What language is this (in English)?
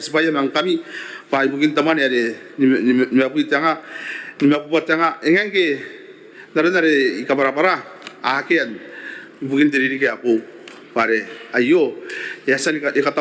Gilbertese